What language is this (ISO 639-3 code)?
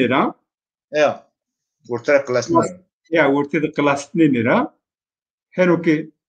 zza